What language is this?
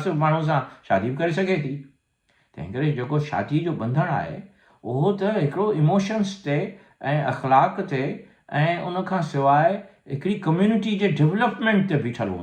Sindhi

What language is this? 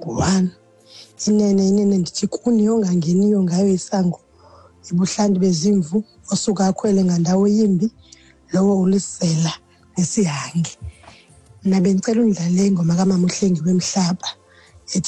Xhosa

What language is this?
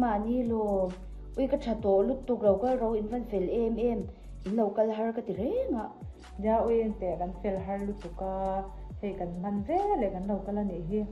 Mizo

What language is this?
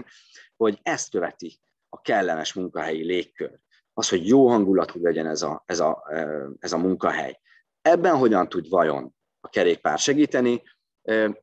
Hungarian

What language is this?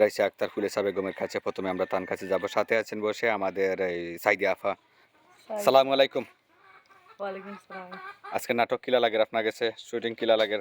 Sylheti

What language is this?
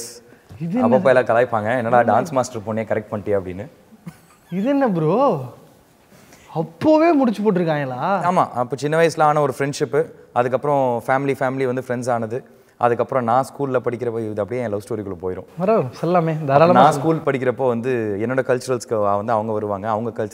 Tamil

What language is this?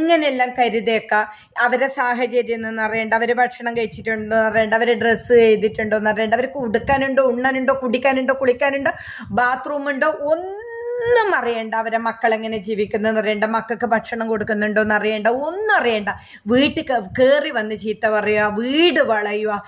Malayalam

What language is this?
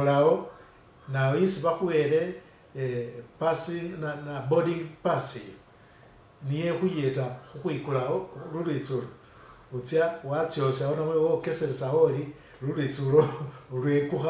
Masaaba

